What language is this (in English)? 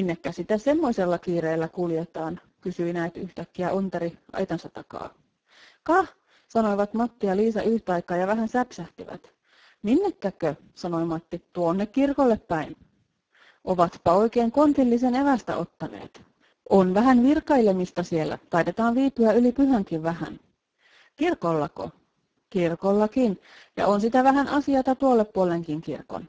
Finnish